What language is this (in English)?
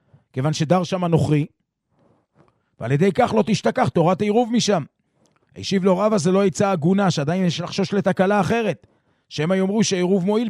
Hebrew